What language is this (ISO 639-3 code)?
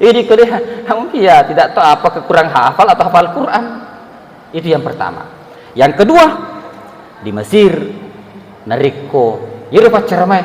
bug